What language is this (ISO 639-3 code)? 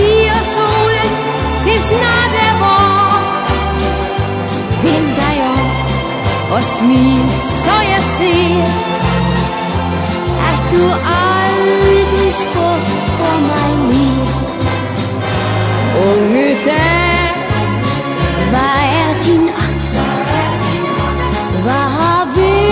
dan